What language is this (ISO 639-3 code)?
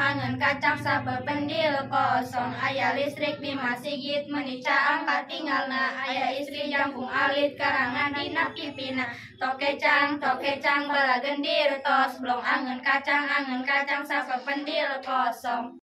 sun